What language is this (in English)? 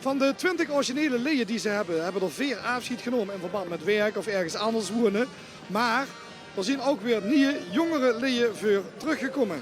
Limburgish